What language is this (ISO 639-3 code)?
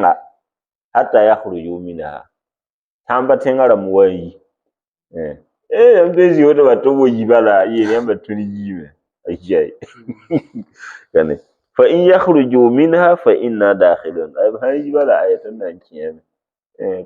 mos